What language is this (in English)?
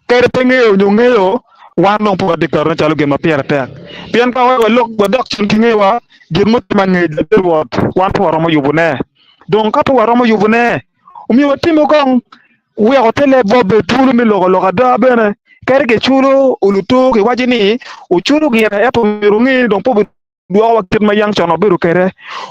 Acoli